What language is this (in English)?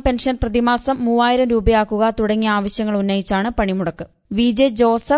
Malayalam